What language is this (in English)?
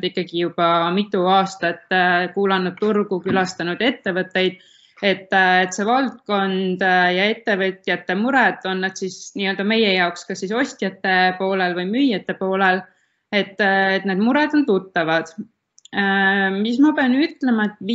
Estonian